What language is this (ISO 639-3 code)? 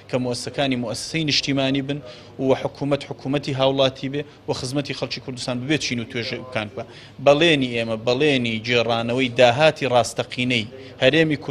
ckb